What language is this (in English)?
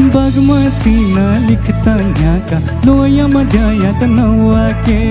Newari